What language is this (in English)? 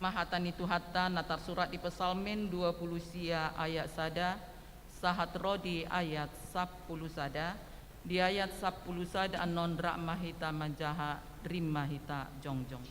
Batak Toba